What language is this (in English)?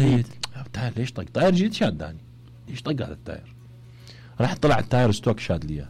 Mesopotamian Arabic